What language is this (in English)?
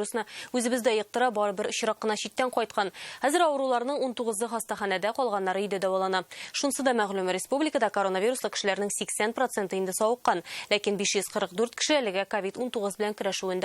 Tatar